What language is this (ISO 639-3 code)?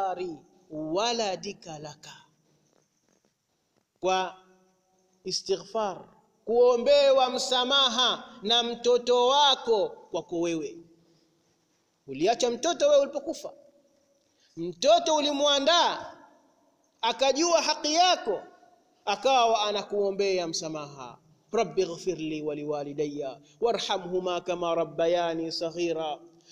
swa